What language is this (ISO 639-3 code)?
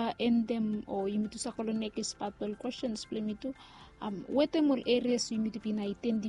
bis